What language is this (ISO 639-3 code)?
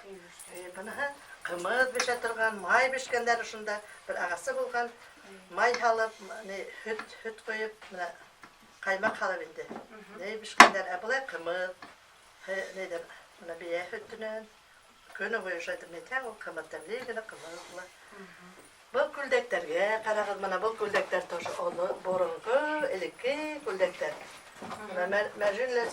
bak